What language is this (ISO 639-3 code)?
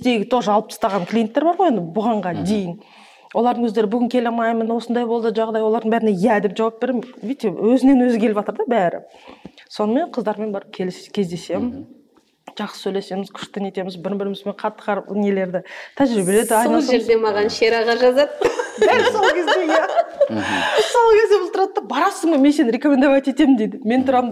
kaz